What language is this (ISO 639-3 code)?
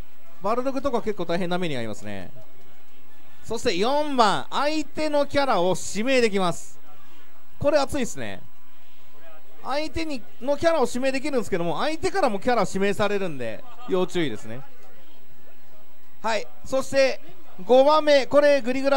jpn